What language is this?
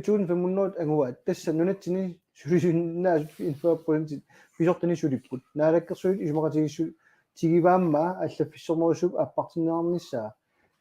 Kalaallisut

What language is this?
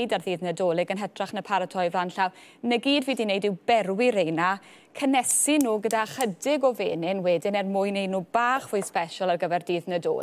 Welsh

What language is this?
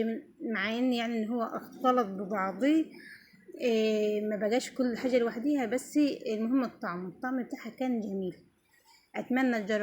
Egyptian Arabic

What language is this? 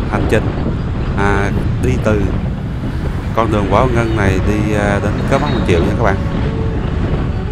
Vietnamese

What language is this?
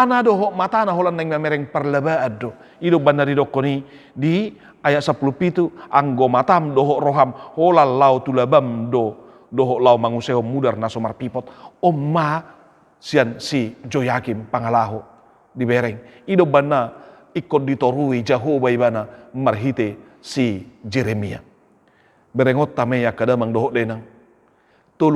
Batak Toba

